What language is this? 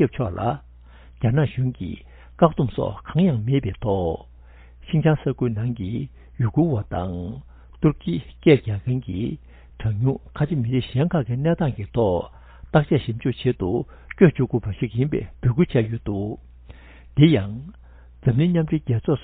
Tibetan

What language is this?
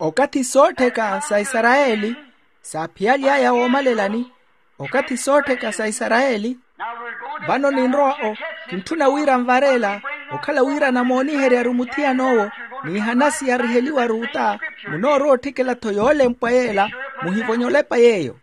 Makhuwa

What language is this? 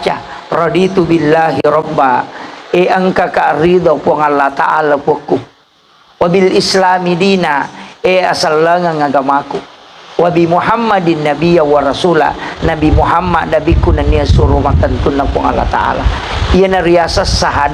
Buginese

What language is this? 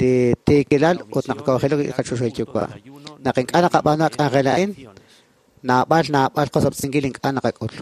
Kekchí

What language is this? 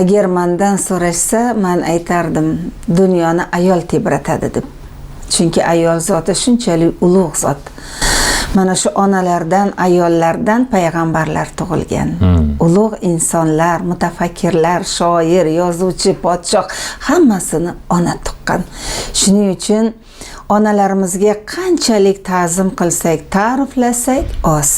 Uzbek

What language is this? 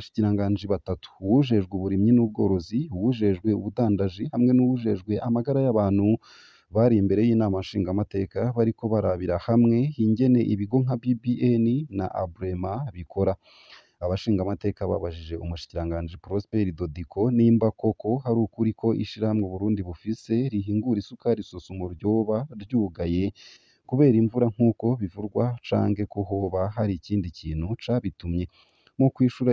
Rundi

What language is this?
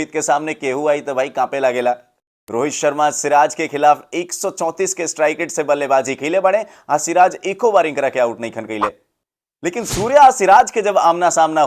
Bhojpuri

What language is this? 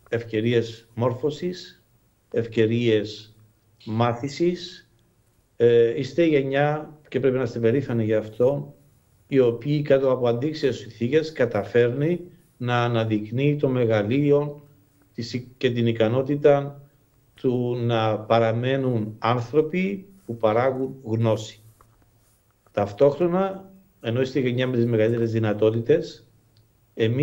Greek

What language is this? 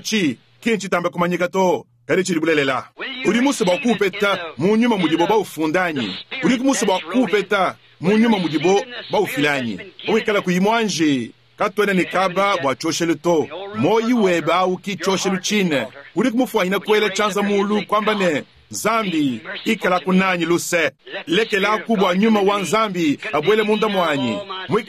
Luba-Lulua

